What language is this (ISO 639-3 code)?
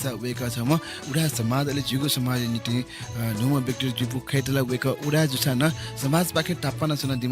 new